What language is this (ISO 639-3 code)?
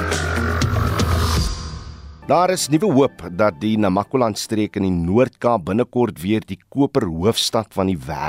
afr